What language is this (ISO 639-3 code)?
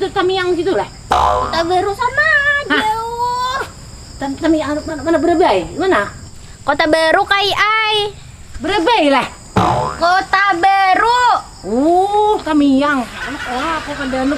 bjn